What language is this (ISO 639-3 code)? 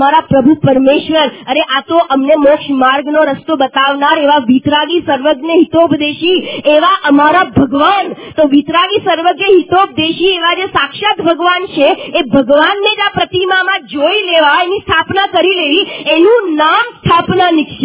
guj